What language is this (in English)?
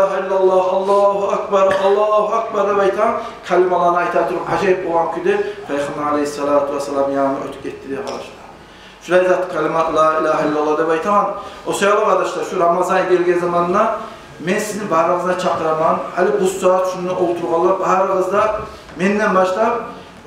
Kumyk